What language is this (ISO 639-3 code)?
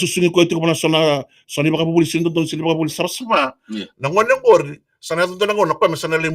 fij